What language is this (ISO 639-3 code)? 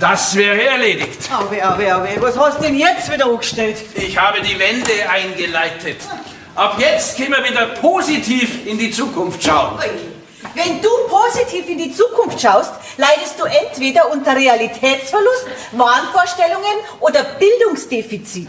bar